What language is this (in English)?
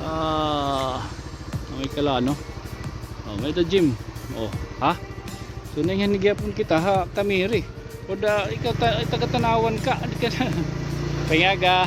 Waray